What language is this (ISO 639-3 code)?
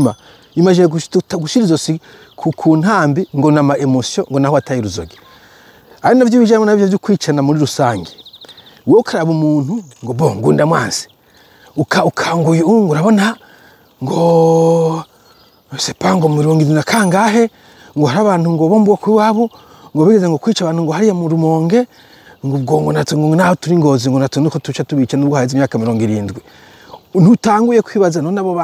run